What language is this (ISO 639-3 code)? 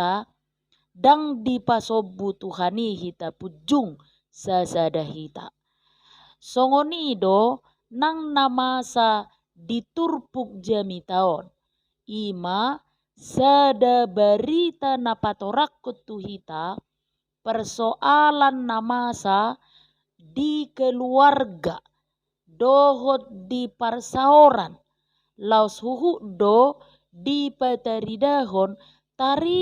bbc